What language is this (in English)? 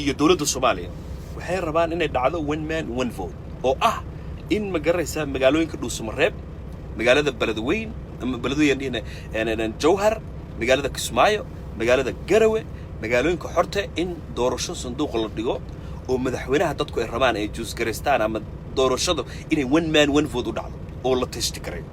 Somali